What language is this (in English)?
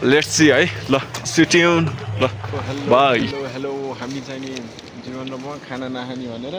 Nepali